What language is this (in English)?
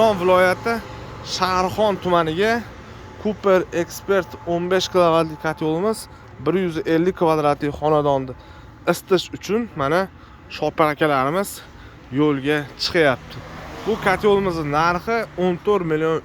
Uzbek